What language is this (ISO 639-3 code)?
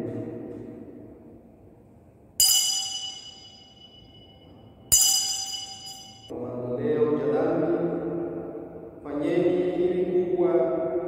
swa